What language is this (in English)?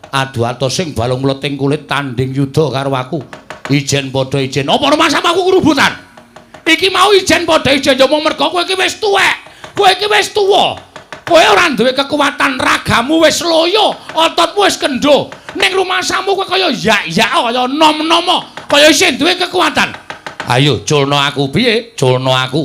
Javanese